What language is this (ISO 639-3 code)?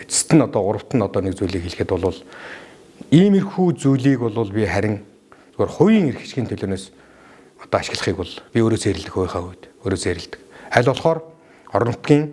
mon